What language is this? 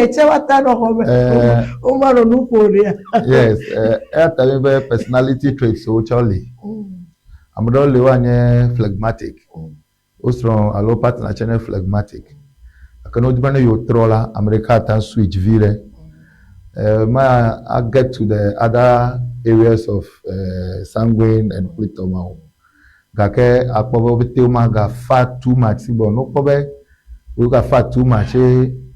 Ewe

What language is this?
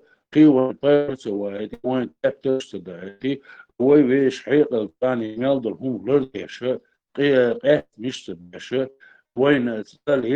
Chechen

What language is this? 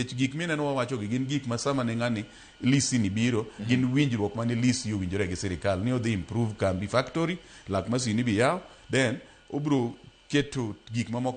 Luo (Kenya and Tanzania)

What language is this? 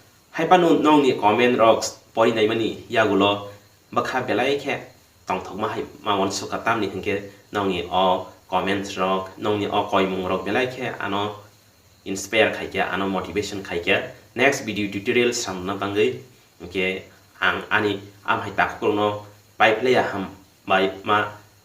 Kok Borok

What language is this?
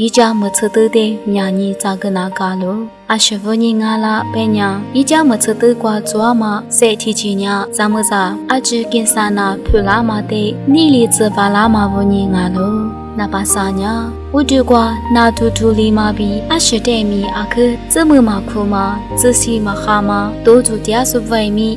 Lisu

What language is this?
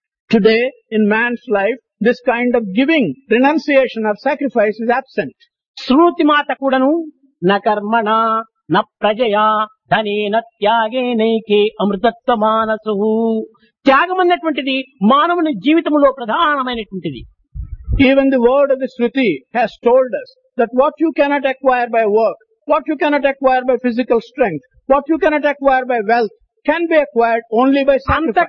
Telugu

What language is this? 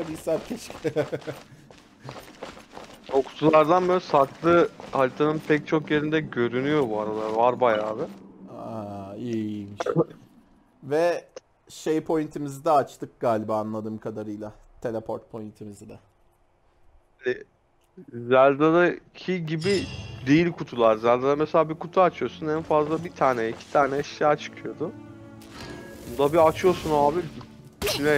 Turkish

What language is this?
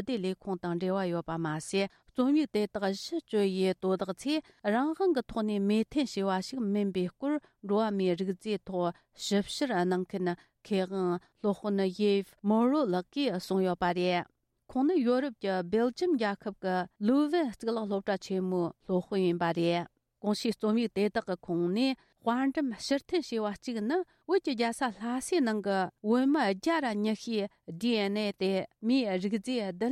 Tibetan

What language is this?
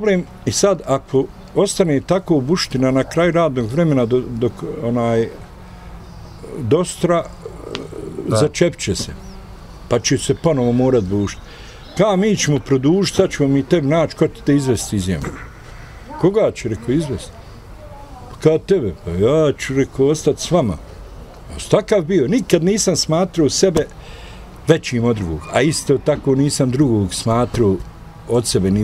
Bosnian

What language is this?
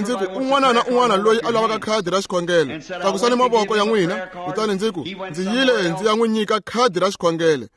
Tsonga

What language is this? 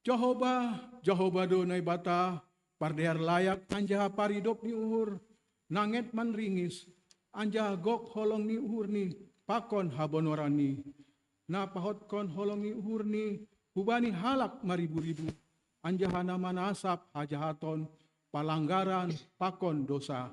Batak Simalungun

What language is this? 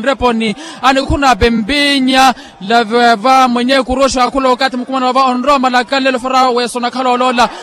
Makhuwa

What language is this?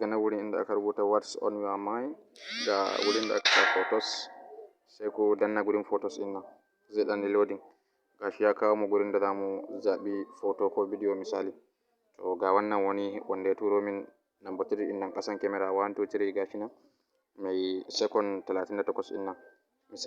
Hausa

